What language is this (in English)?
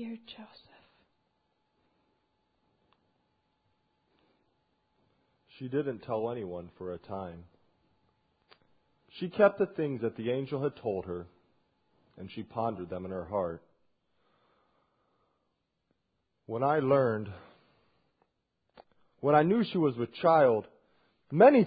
English